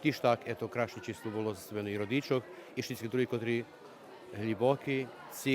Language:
Rusyn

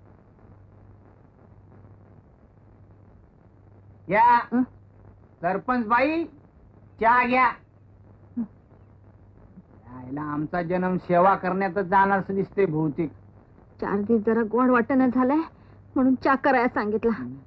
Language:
Marathi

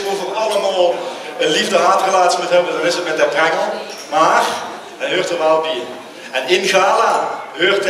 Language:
Limburgish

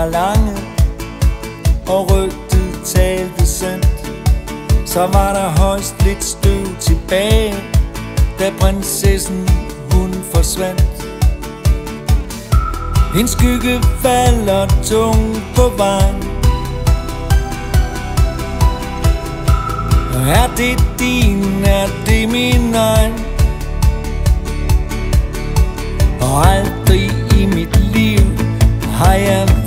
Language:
Danish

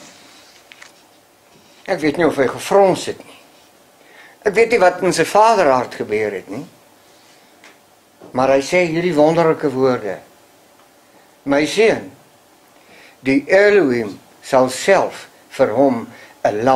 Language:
Afrikaans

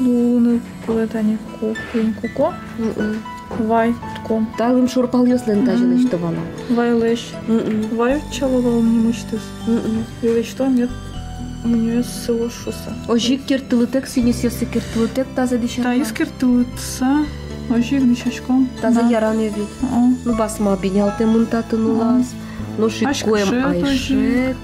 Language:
Udmurt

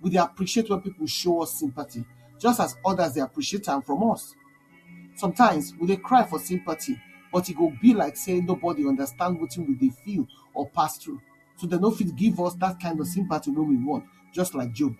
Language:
Nigerian Pidgin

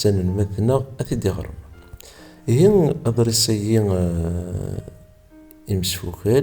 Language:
Kabyle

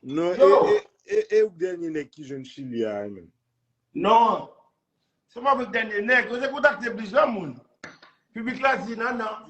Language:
Haitian Creole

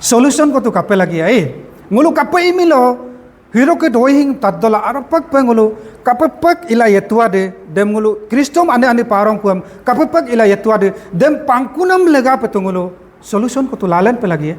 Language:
Adi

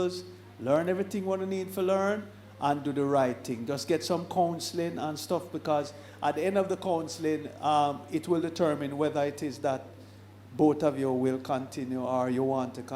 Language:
Jamaican Creole English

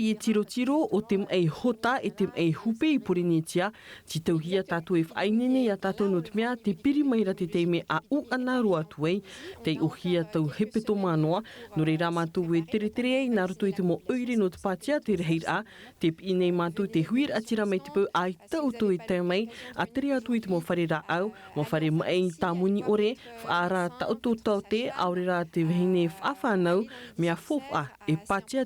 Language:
Tahitian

